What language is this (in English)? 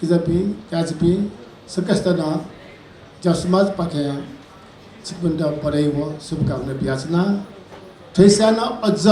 Newari